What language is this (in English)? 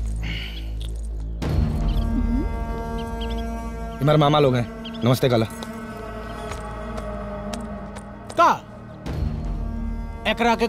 Bhojpuri